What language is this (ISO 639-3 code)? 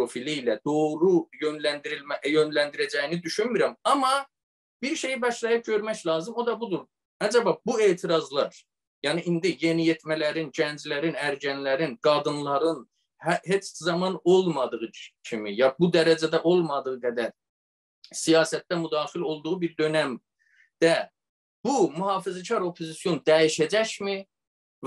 azb